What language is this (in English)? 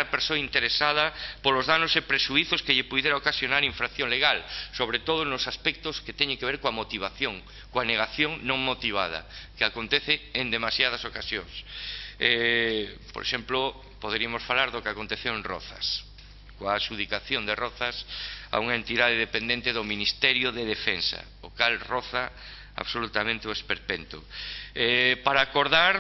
Galician